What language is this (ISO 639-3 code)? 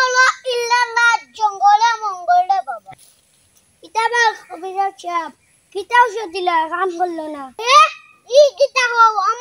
syl